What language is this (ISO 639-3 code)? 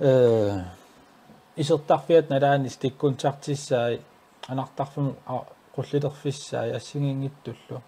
kal